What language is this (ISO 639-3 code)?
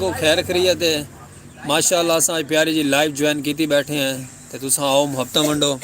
skr